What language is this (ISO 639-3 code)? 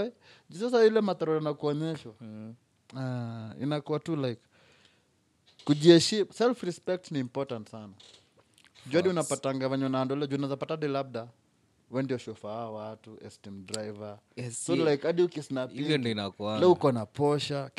swa